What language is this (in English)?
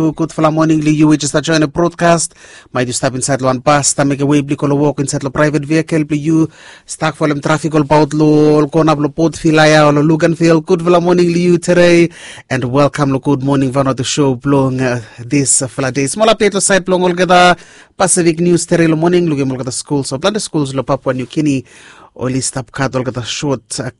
Bislama